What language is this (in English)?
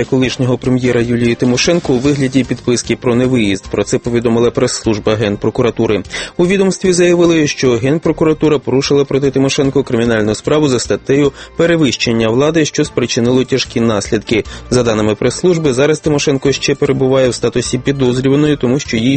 Ukrainian